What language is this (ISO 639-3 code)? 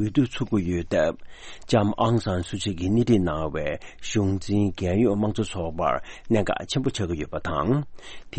bod